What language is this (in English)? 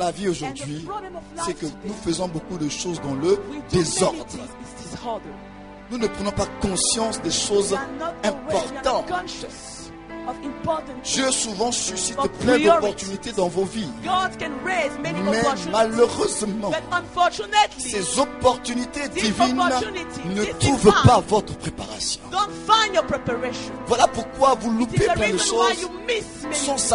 French